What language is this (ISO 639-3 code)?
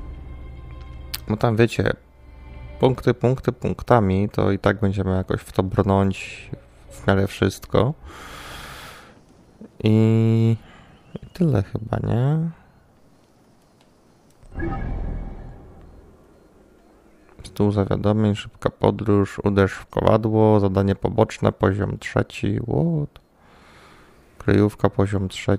pol